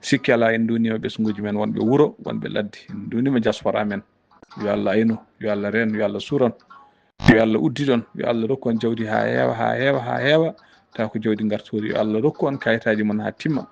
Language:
Fula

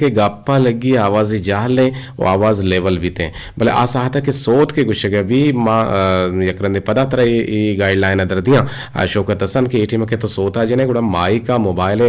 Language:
Eastern Balochi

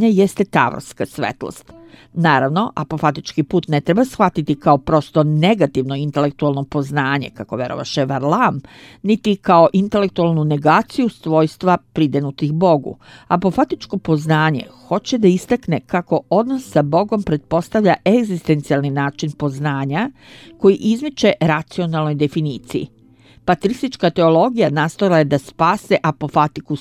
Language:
Serbian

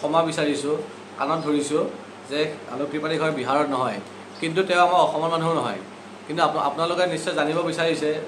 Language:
Assamese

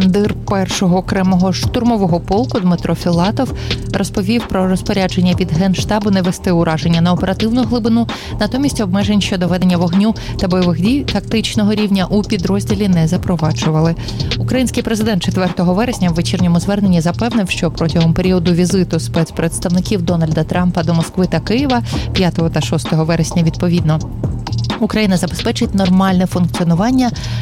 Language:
Ukrainian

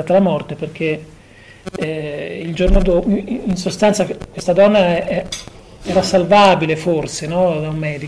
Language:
Italian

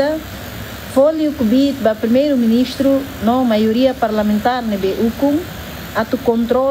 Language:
Tetum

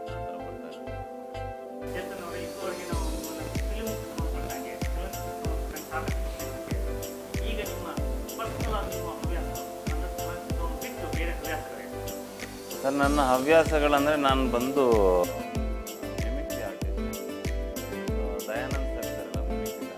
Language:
Kannada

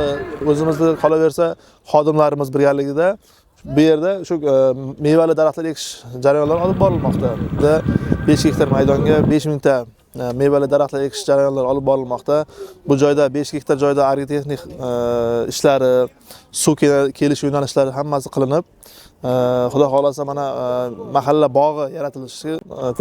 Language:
Uzbek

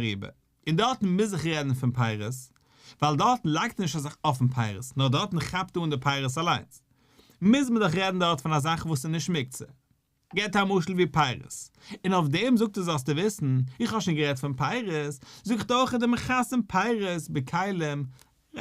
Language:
Yiddish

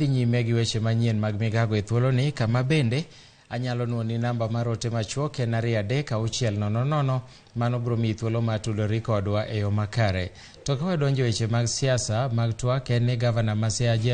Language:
Luo (Kenya and Tanzania)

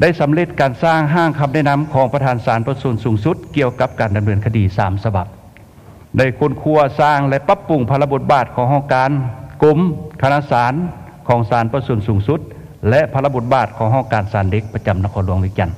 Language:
Lao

